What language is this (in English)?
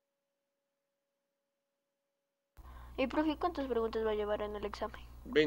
Spanish